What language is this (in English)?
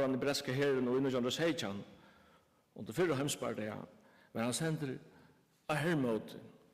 Faroese